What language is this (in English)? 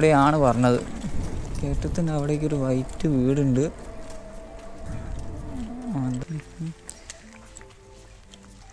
Malayalam